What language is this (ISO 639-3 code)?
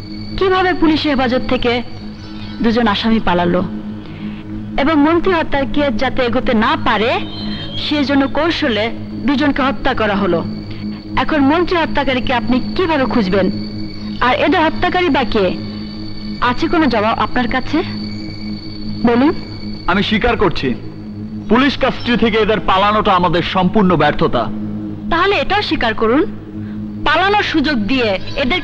ben